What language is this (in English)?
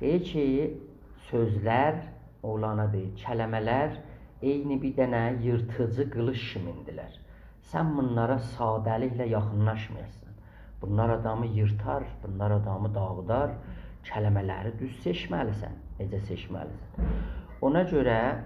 South Azerbaijani